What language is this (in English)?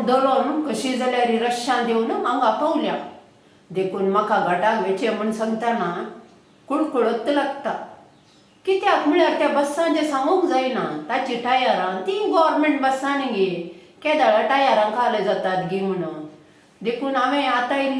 Konkani